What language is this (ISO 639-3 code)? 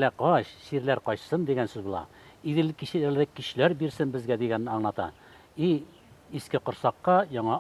bak